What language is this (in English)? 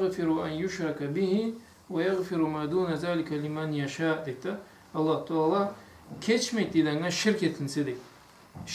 Karachay-Balkar